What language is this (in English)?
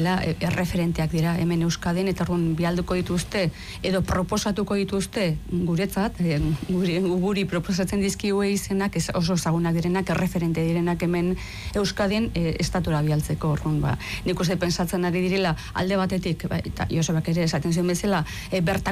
Basque